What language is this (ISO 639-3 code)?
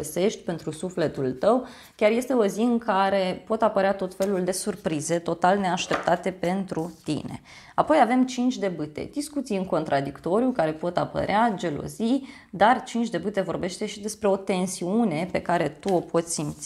ron